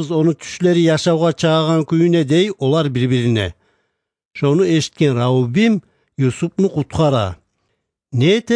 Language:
Kumyk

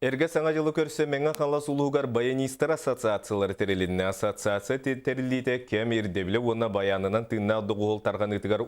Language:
Yakut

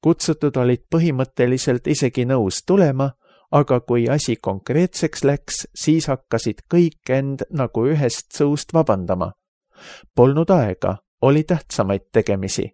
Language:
Estonian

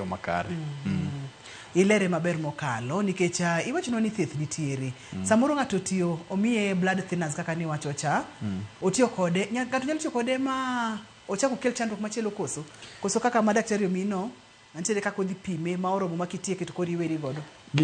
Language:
Luo (Kenya and Tanzania)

